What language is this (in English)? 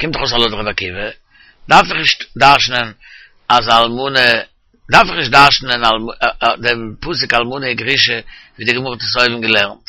Yiddish